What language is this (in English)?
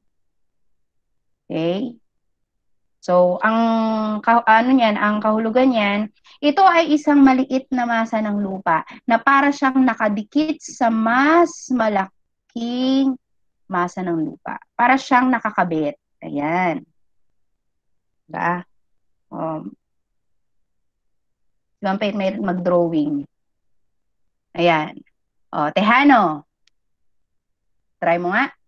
Filipino